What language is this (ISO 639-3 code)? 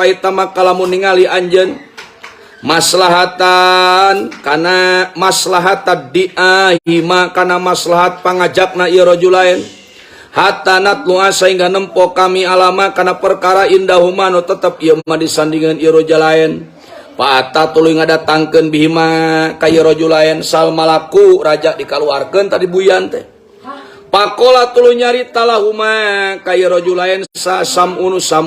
sun